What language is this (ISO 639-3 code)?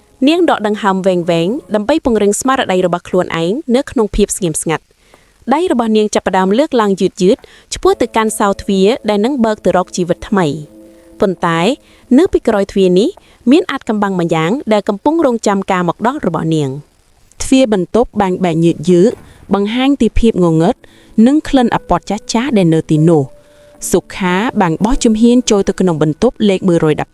khm